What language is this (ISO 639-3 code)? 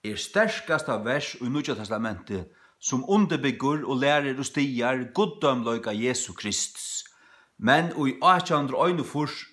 fao